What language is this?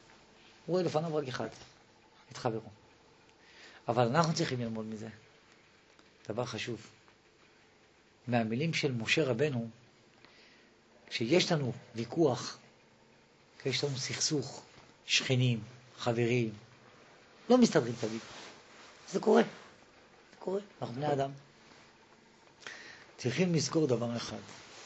Hebrew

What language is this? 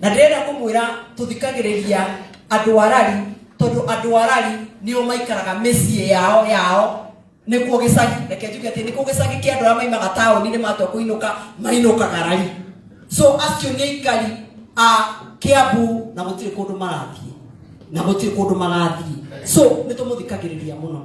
Kikuyu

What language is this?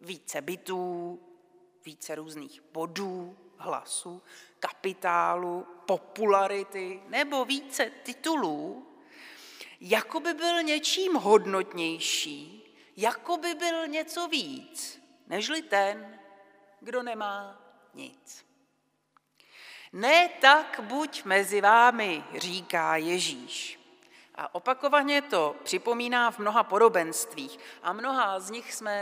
Czech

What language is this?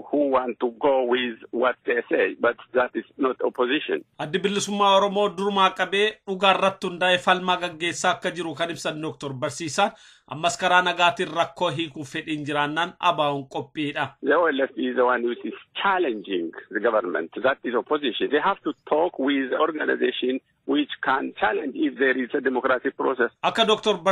Oromo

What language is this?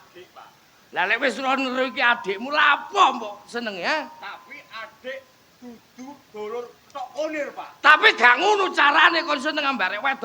Javanese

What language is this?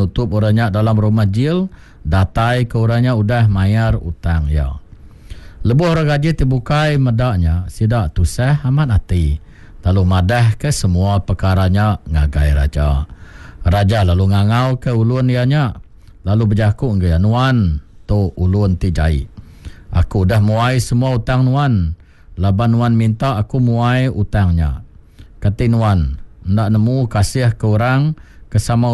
Iban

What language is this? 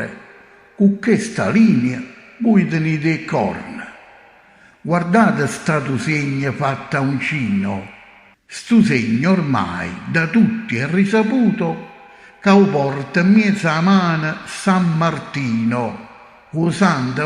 Neapolitan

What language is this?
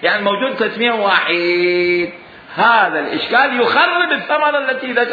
Mesopotamian Arabic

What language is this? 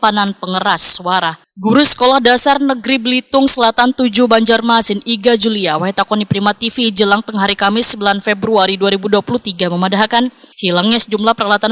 Banjar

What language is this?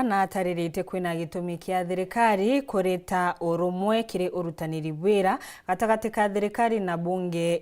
Meru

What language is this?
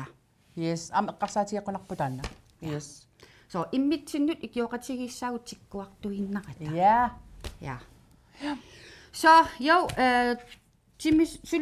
Kalaallisut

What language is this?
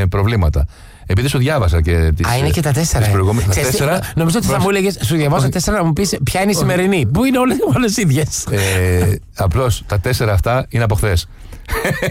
Greek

